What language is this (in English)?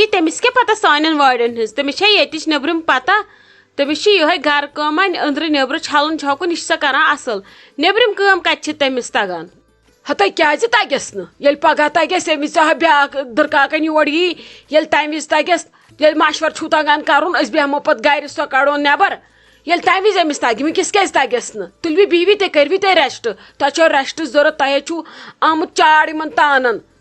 Kashmiri